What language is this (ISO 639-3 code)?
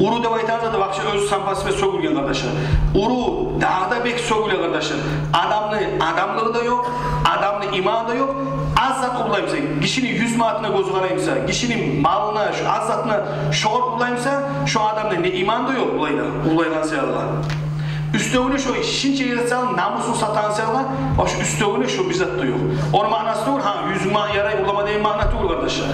kum